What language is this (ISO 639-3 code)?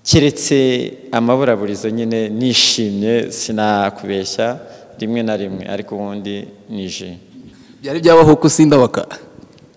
kin